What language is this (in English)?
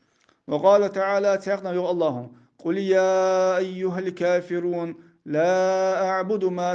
Ingush